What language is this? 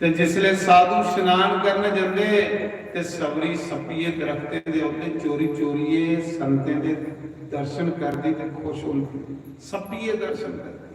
Dogri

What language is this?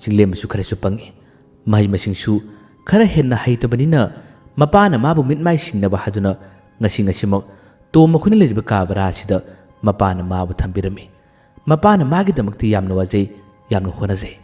Manipuri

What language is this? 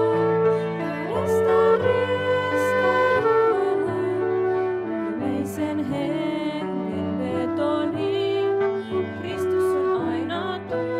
Finnish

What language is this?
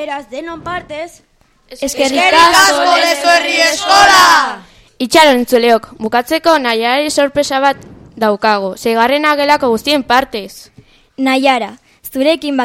Basque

